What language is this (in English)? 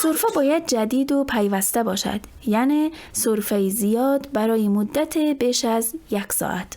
Tajik